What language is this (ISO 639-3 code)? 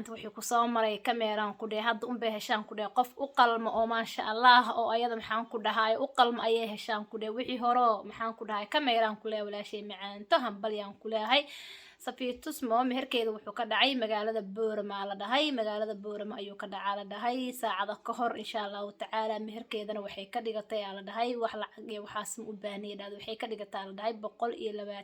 som